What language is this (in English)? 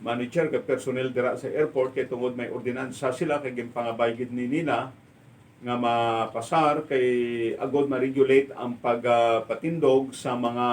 Hiligaynon